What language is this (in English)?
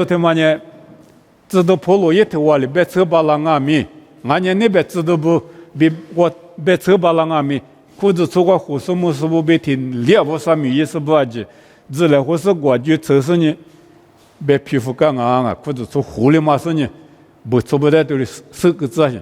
Lisu